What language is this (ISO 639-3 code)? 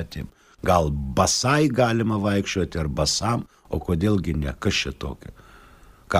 lit